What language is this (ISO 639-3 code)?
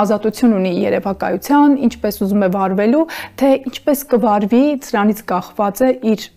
hye